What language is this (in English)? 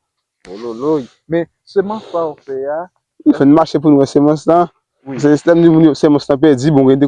Haitian Creole